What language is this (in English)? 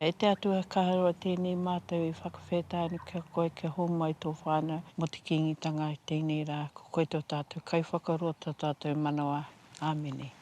Māori